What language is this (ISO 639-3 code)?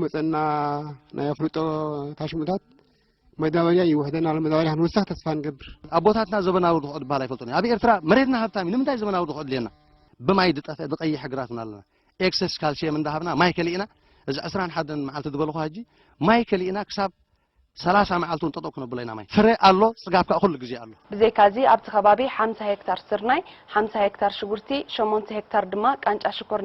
tir